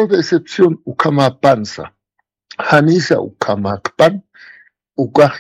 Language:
Aymara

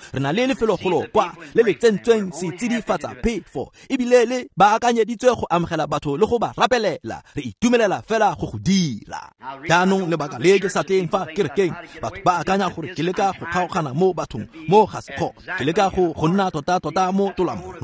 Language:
Tswana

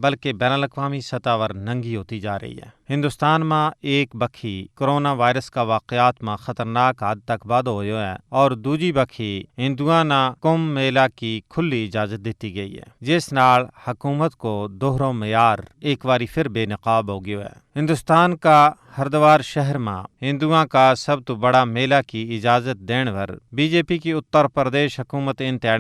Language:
Gujari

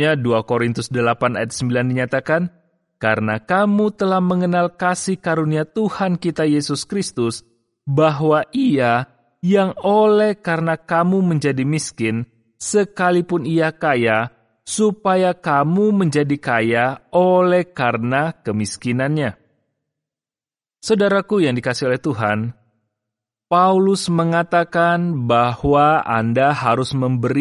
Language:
Indonesian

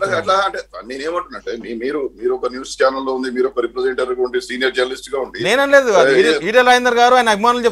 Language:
Telugu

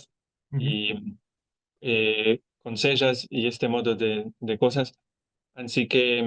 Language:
Ladino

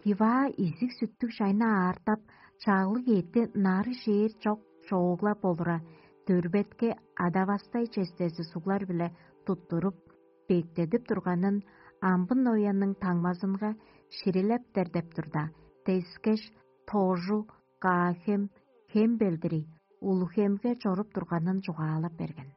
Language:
Tuvinian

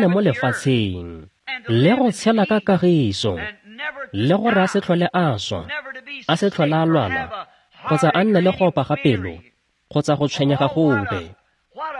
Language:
Tswana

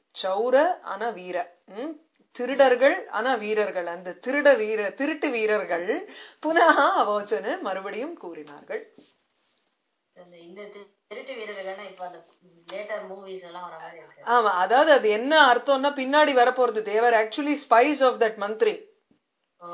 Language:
Tamil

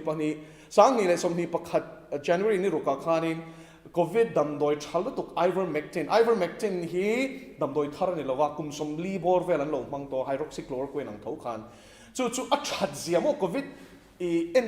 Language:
Mizo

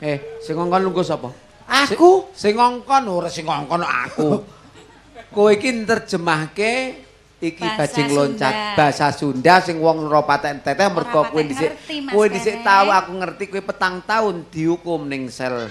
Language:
Javanese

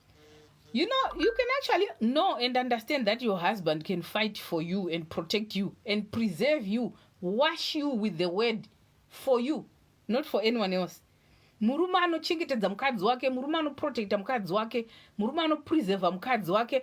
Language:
Shona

